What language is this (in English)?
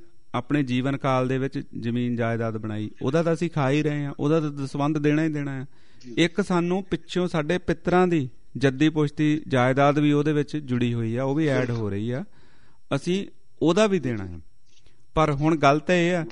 Punjabi